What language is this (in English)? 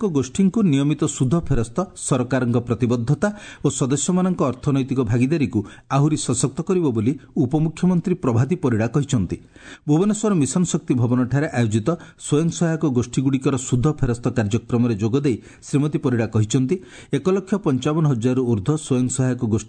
Odia